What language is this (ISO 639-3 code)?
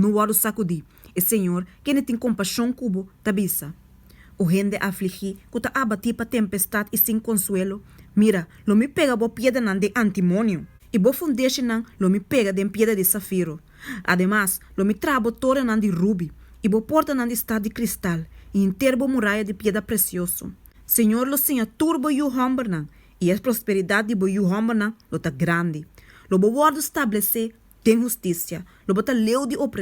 pap